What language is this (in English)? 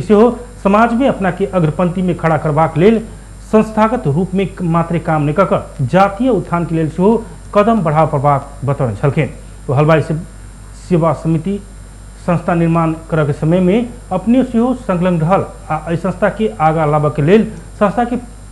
Maithili